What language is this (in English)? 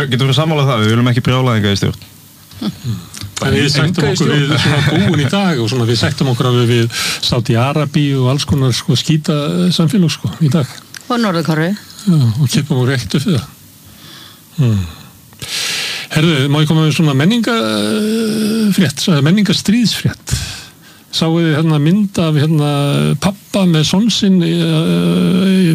Icelandic